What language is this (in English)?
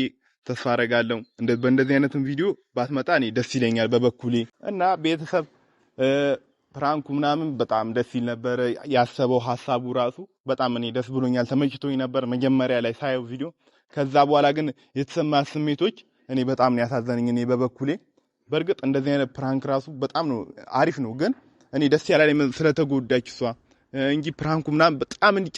Amharic